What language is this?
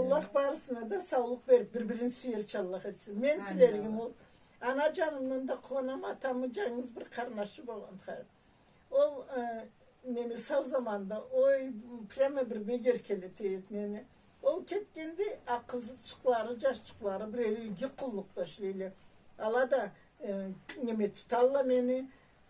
Karachay-Balkar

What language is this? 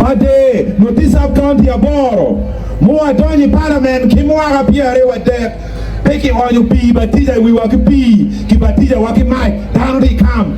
Acoli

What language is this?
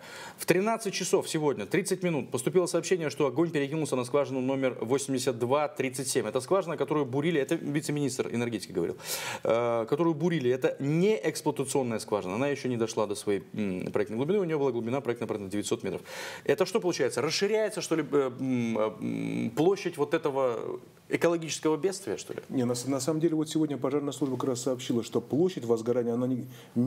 Russian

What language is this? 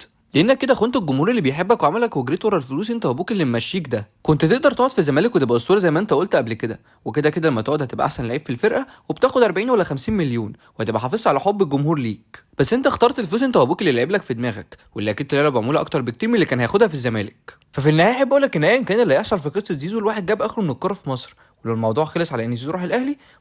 Egyptian Arabic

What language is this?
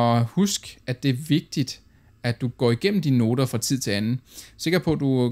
Danish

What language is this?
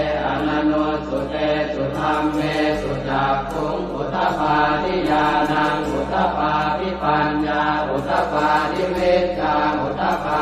Pali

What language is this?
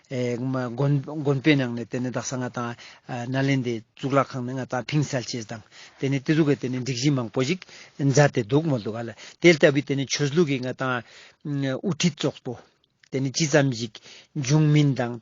Ladakhi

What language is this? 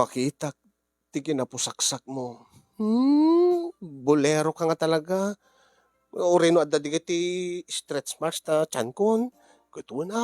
Iloko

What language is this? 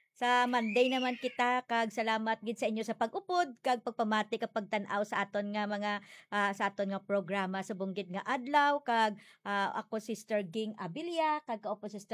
Hiligaynon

